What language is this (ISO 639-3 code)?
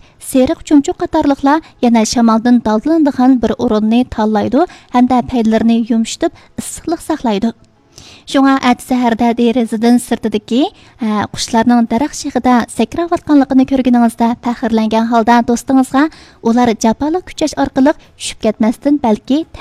uig